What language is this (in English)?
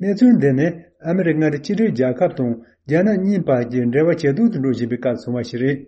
Tibetan